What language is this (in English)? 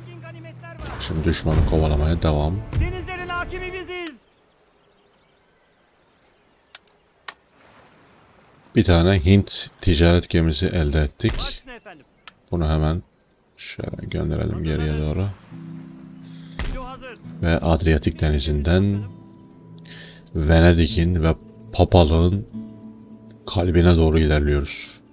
Turkish